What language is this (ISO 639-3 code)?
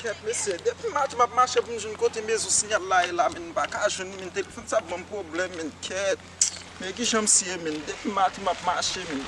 hat